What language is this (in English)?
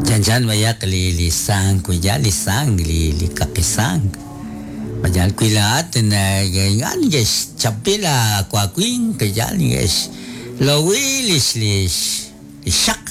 Kekchí